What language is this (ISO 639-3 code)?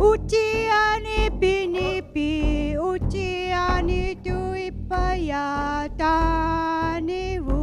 iku